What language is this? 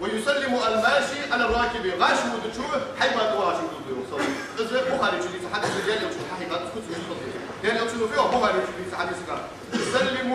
Ingush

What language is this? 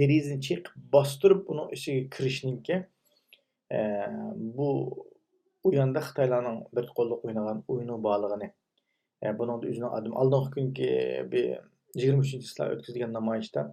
Uyghur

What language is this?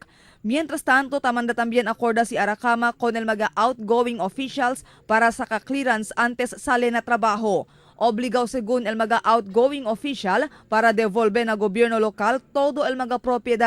Chavacano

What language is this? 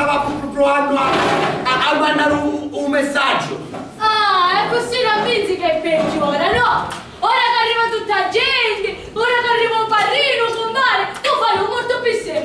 Sicilian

